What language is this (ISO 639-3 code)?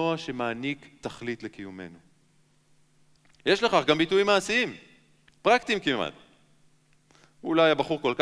heb